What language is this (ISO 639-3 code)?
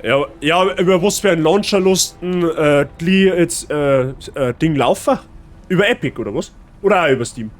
bar